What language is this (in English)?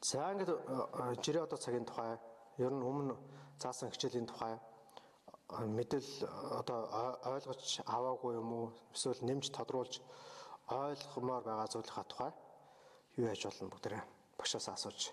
Mongolian